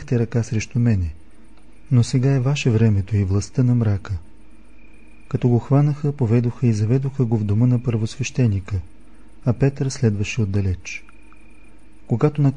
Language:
Bulgarian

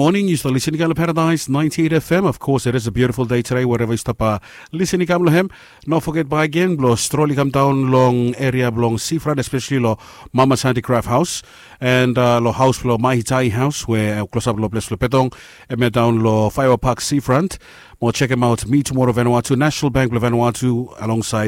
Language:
Bislama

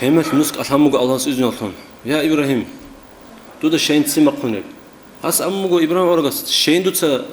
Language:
Avaric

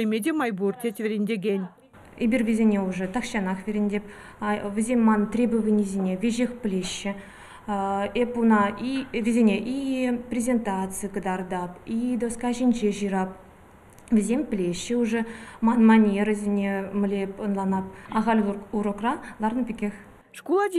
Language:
Chuvash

